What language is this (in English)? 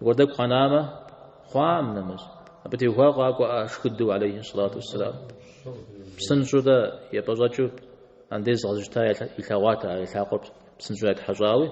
Kabardian